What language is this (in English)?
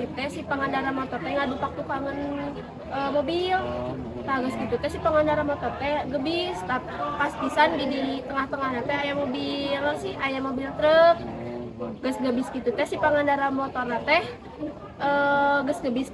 Sundanese